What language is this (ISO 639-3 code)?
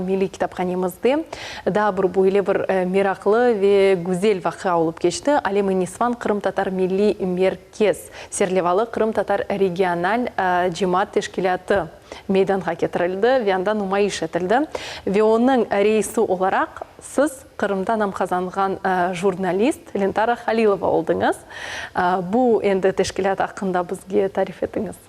crh